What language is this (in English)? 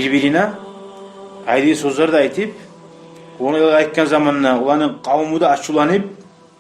Kumyk